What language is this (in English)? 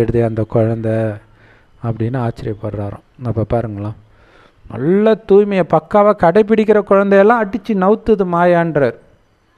Tamil